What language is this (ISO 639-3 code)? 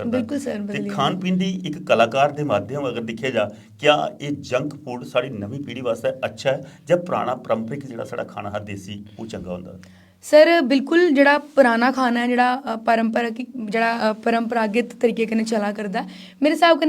doi